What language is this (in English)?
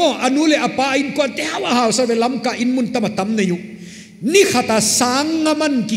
Paite Chin